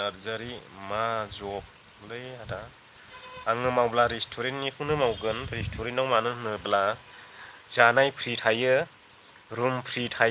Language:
Bodo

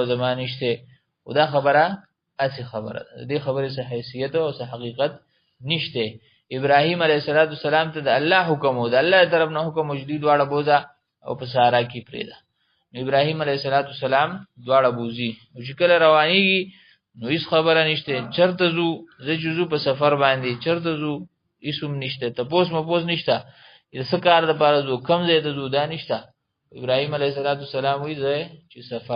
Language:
Pashto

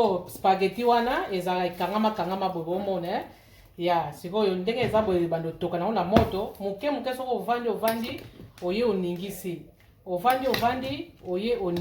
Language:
Lingala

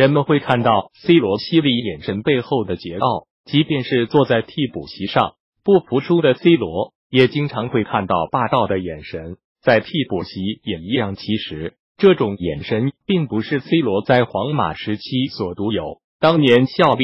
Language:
Chinese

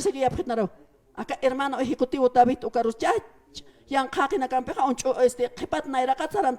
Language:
Aymara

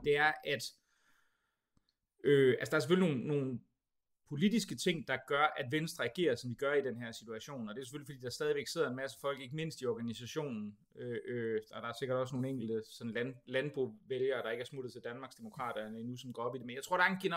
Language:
Danish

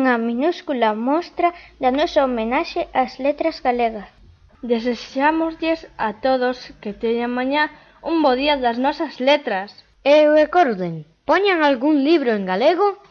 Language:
Galician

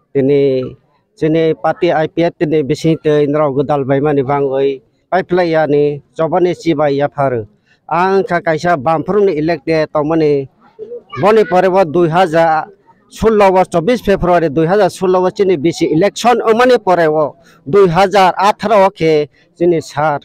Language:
Kok Borok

